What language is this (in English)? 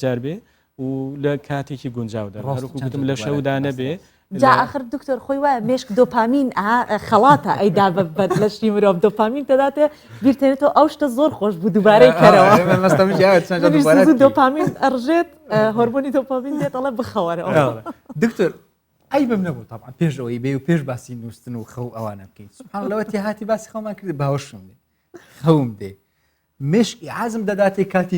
Central Kurdish